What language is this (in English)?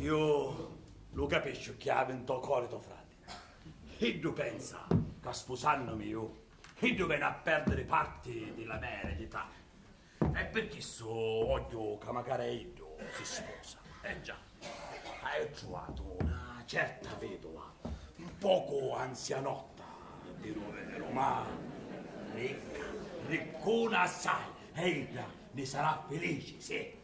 Sicilian